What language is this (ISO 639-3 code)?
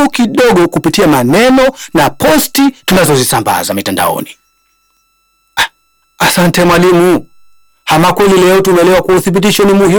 swa